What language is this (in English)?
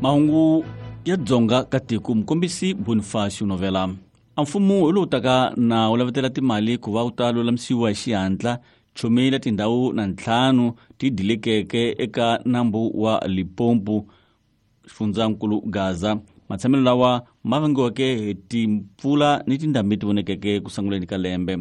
Tsonga